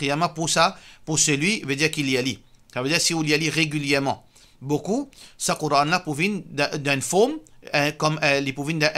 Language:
Morisyen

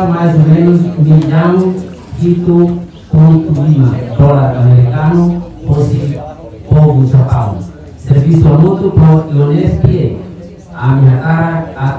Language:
Tetum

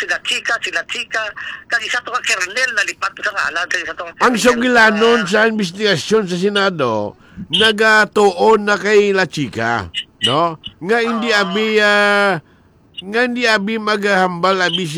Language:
Hiligaynon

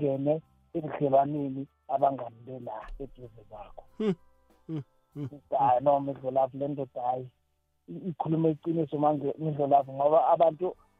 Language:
South Ndebele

